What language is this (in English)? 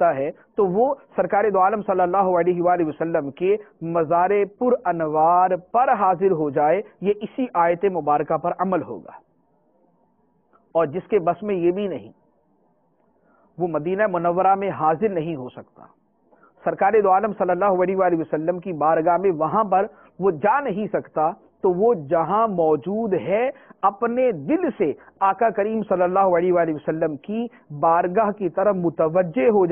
Urdu